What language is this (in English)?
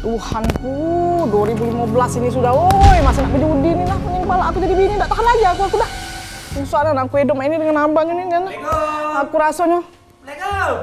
Musi